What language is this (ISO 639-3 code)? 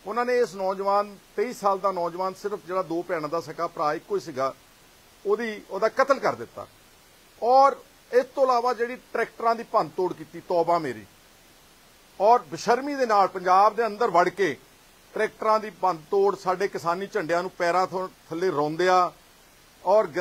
pan